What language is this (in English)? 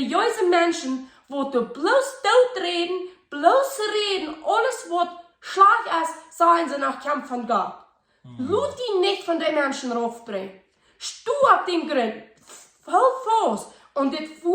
Plautdietsch